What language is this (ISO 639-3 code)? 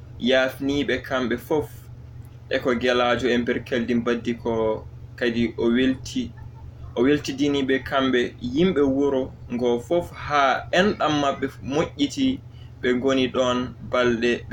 ful